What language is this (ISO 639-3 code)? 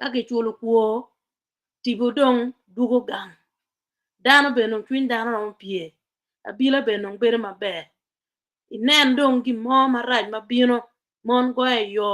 ach